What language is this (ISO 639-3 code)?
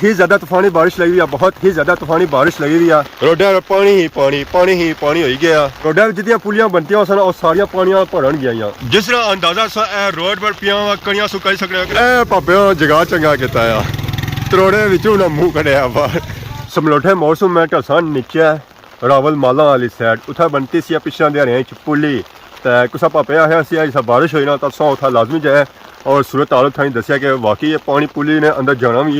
phr